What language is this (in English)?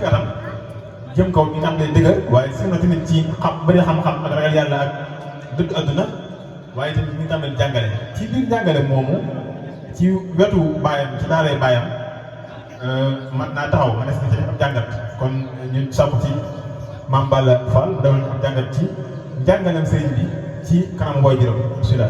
Wolof